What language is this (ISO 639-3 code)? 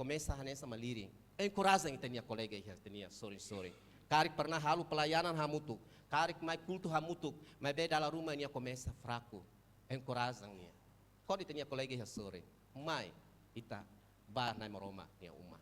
tet